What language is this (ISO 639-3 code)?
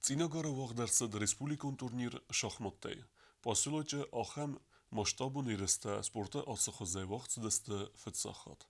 oss